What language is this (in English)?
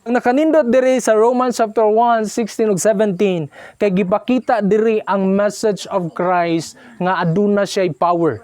Cebuano